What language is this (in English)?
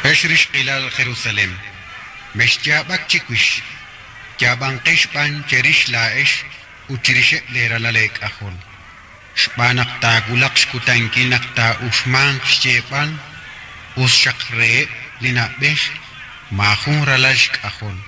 Kekchí